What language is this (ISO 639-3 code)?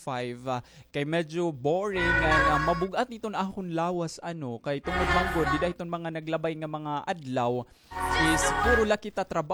war